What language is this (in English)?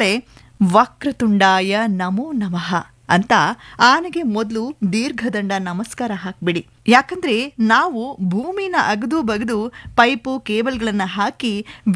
Kannada